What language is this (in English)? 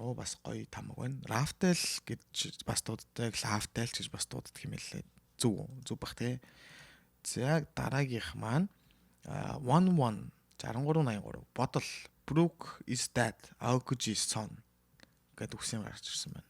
Mongolian